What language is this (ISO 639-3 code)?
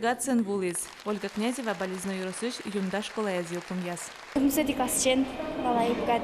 udm